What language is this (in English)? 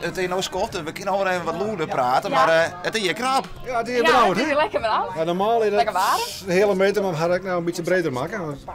Western Frisian